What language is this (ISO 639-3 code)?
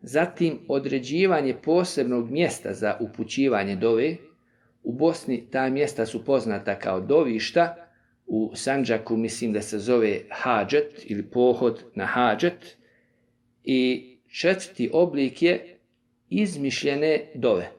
bos